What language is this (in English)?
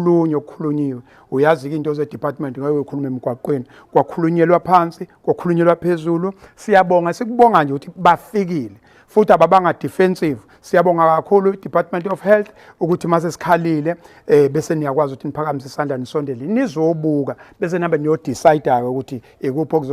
Zulu